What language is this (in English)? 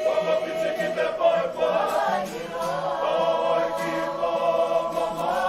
Māori